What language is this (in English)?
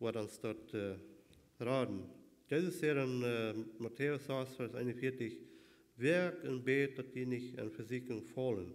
Plautdietsch